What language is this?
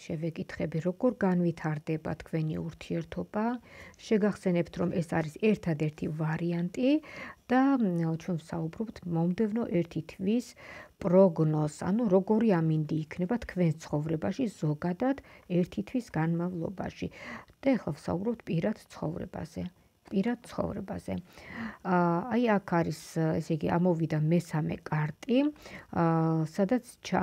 Georgian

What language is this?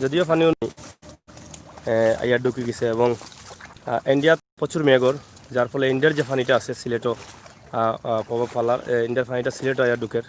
Sylheti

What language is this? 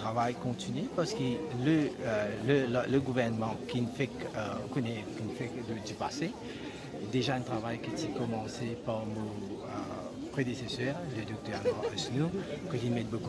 Morisyen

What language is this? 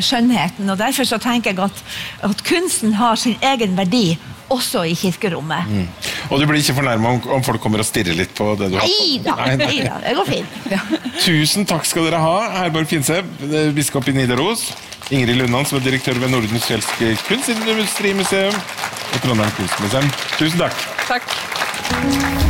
Norwegian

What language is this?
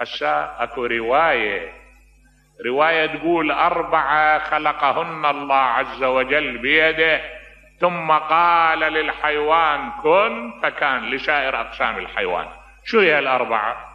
Mesopotamian Arabic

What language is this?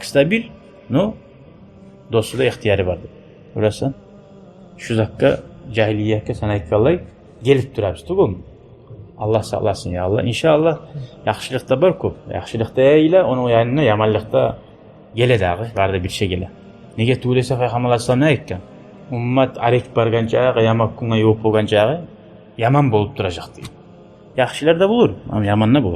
Kumyk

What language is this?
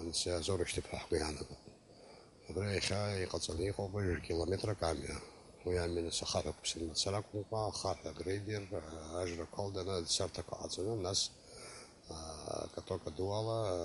Abkhazian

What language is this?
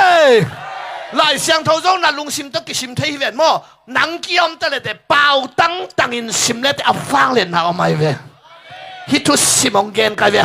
Tedim Chin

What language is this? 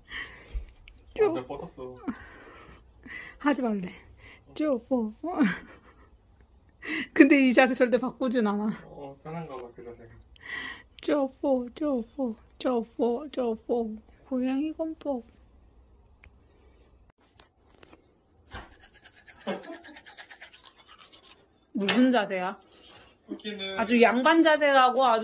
Korean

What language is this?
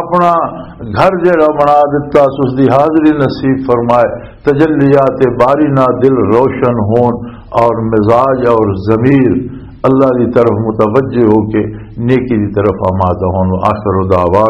Western Panjabi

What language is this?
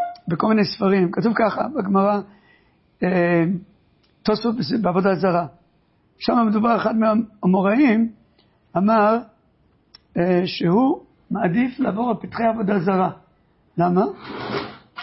Hebrew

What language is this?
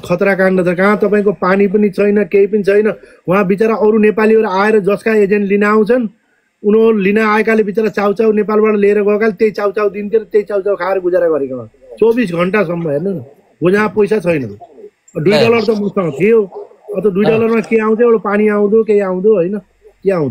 Nepali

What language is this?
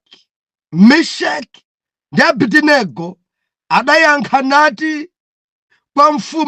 Nyanja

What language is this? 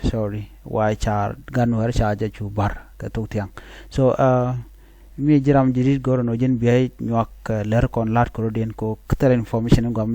Nuer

